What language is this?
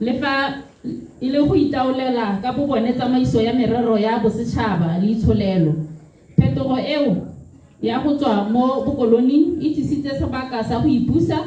Tswana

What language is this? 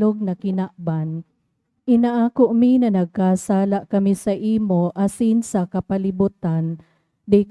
Bikol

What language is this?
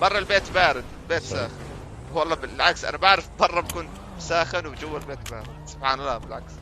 North Levantine Arabic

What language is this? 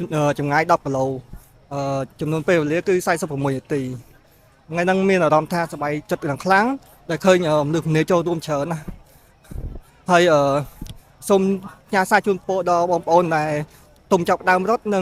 Khmer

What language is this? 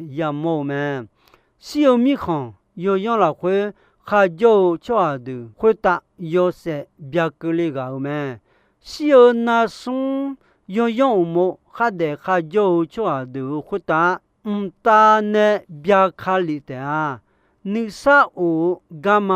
Akha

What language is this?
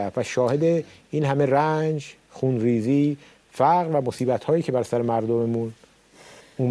Persian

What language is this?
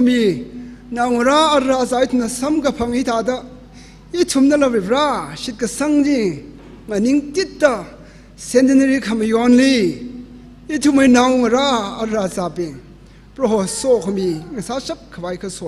Tangkhul Naga (India)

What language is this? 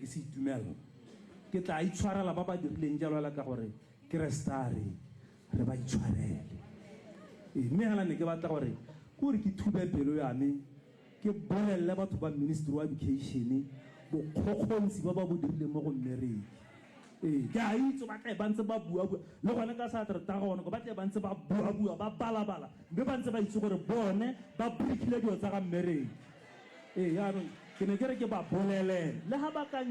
Tswana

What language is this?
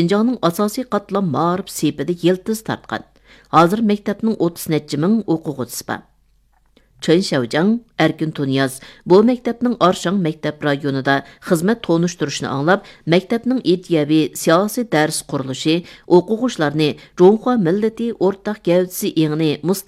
Uyghur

